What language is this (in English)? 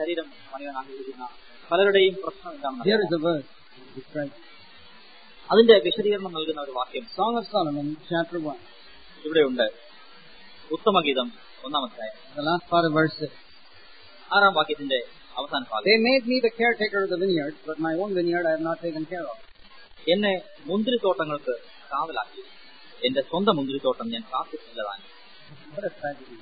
Malayalam